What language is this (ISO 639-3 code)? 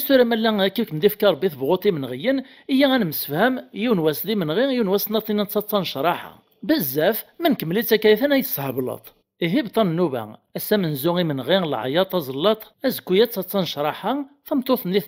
kab